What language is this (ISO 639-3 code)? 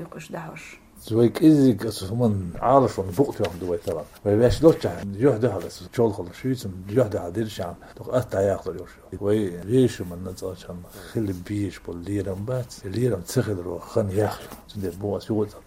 che